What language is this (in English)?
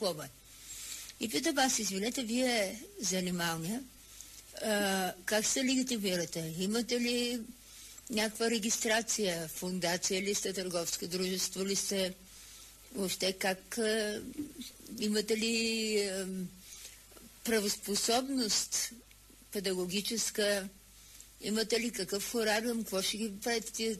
Bulgarian